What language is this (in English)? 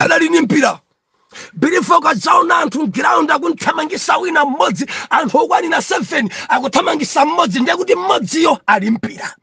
Nyanja